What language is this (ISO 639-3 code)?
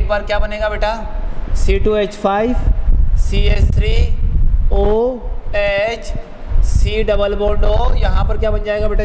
hin